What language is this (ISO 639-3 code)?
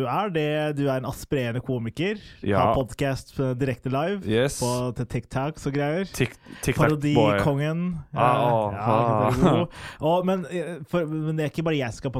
nor